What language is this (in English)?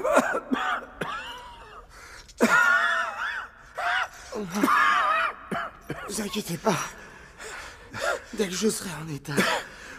French